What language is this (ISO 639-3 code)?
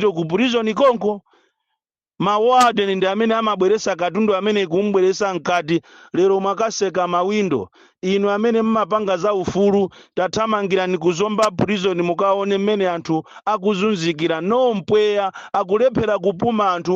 nya